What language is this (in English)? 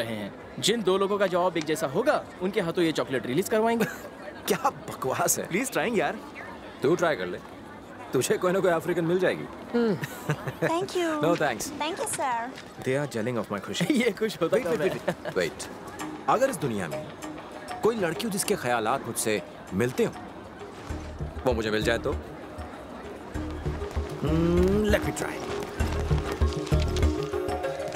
Hindi